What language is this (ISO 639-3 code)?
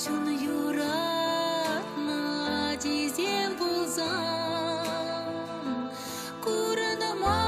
chv